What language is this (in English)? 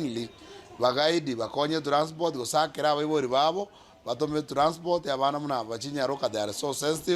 Gusii